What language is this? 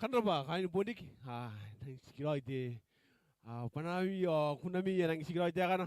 Gilbertese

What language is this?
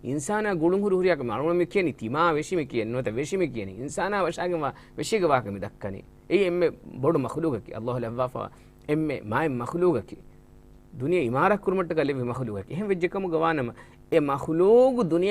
Divehi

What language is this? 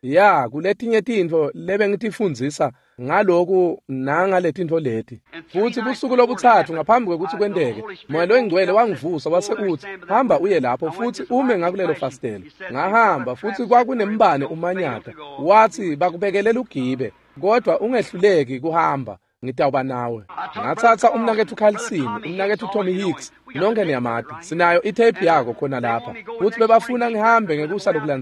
Swati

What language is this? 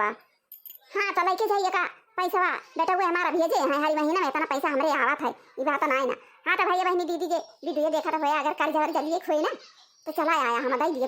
Awadhi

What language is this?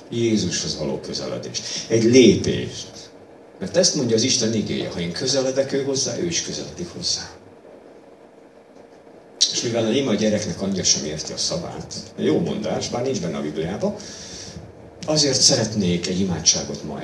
Hungarian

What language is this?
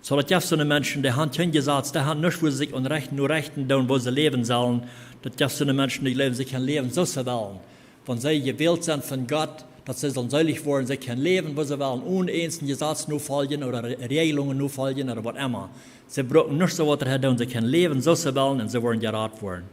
Plautdietsch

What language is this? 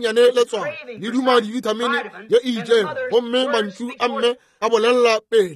Northern Sotho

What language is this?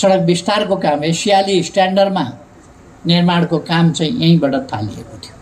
Nepali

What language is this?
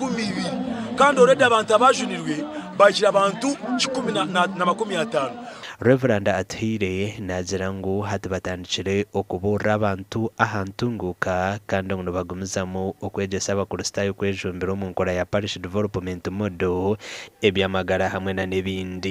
Nyankole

